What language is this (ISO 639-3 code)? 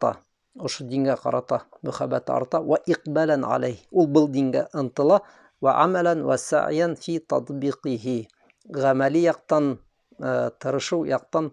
bak